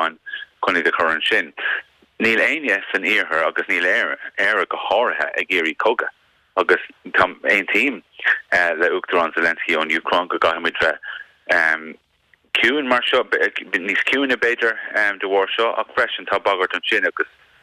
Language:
Irish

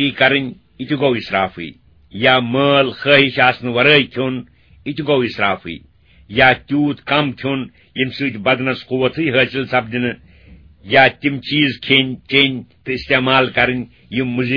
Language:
Kashmiri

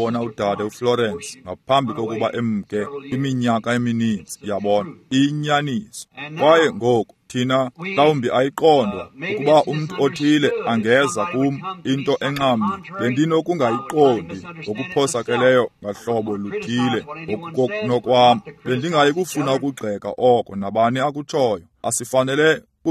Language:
Xhosa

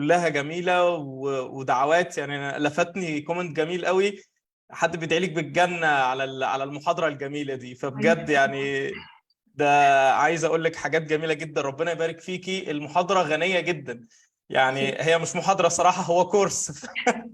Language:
Egyptian Arabic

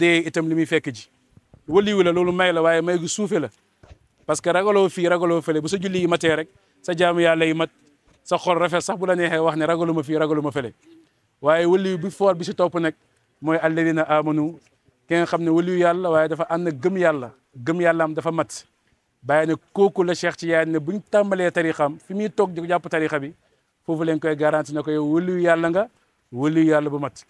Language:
Wolof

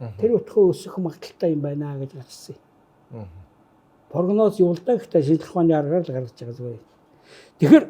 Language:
Mongolian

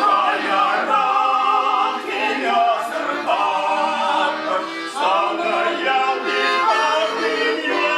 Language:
Chuvash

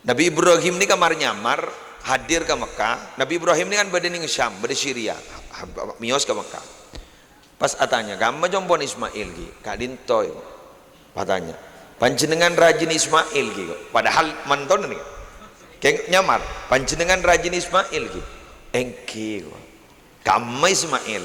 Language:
Madurese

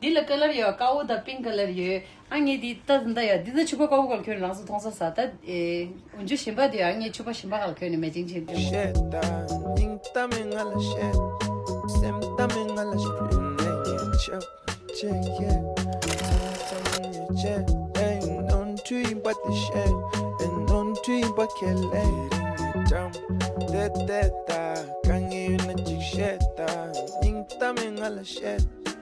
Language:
Tibetan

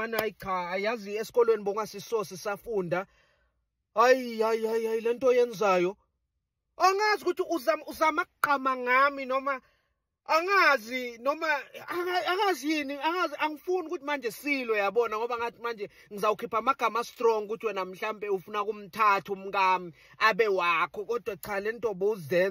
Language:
Zulu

